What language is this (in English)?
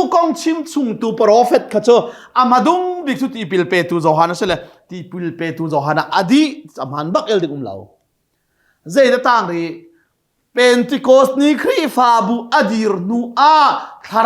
Hakha Chin